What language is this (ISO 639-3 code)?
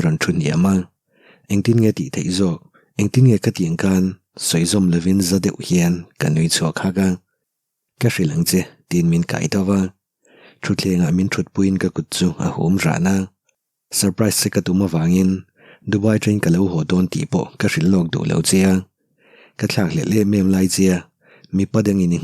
lus